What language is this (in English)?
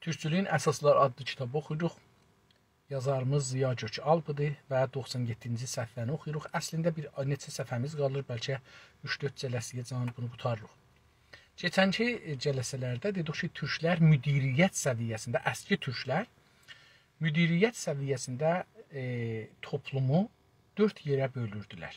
South Azerbaijani